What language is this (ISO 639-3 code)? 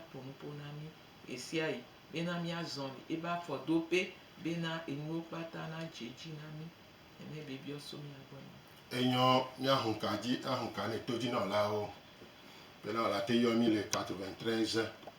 gej